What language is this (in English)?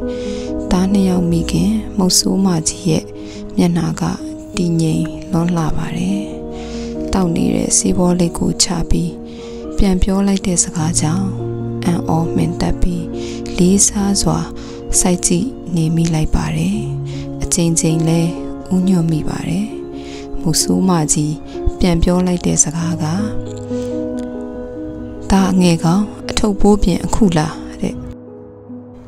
Burmese